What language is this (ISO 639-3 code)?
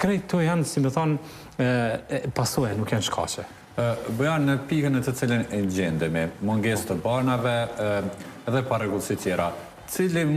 sqi